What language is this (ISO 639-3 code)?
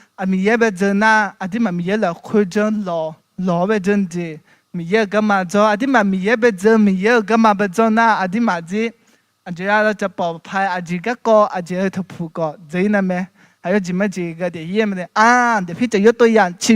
ahk